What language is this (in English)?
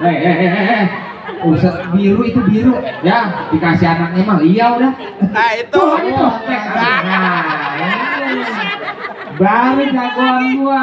Betawi